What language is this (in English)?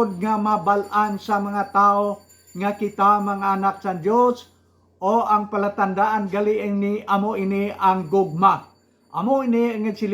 Hiligaynon